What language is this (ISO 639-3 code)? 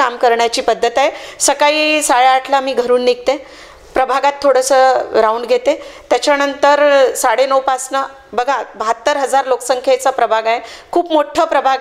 mar